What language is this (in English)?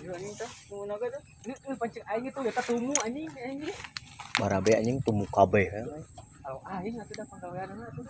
Sundanese